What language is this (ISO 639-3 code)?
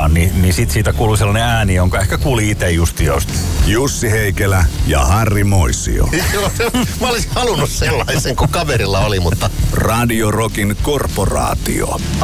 fin